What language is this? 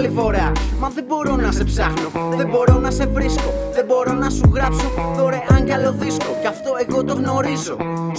Greek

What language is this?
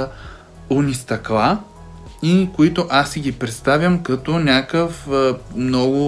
Bulgarian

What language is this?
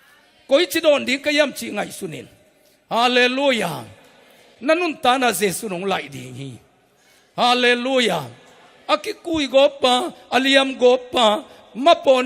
Tedim Chin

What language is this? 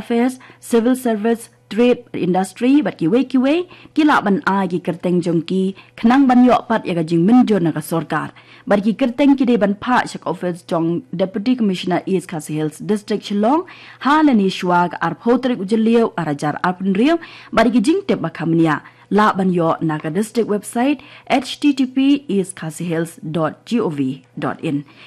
Khasi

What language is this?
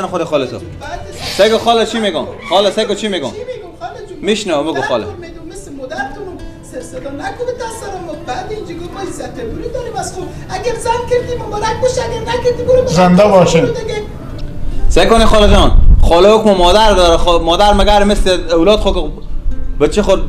Persian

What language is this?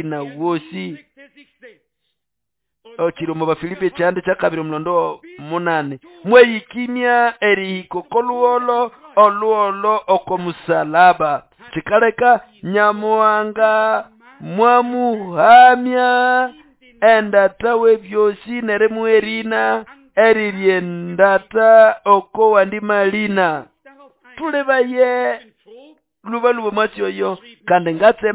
Nande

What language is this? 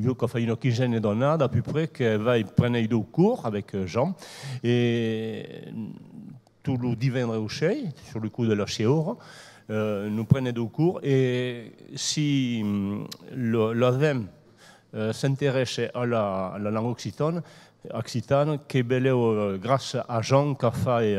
Occitan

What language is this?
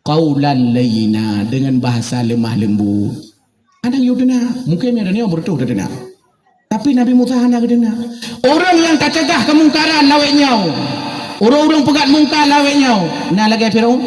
Achinese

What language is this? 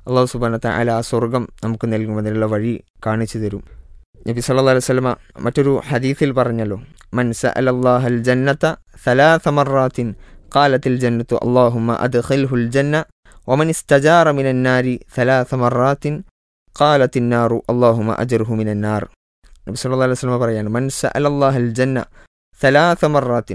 Malayalam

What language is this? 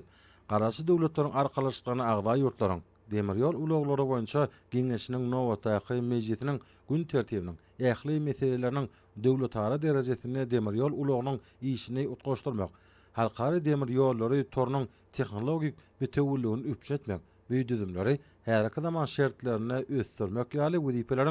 Turkmen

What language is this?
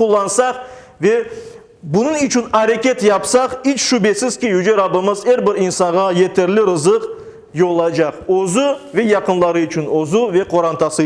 Crimean Tatar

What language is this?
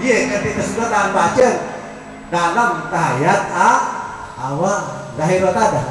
Sasak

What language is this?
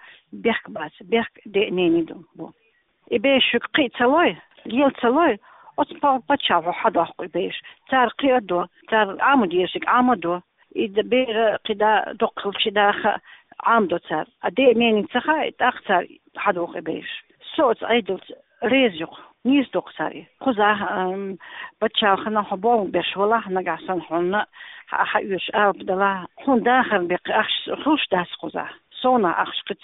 Chechen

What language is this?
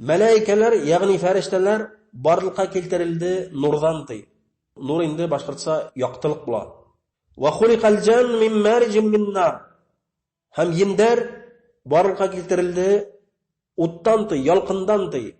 Bashkir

